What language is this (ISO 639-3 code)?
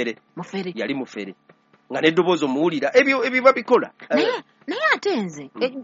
lug